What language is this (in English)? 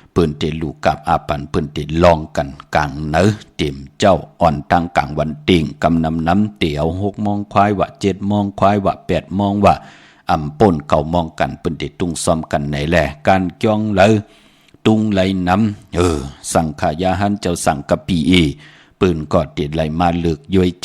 Shan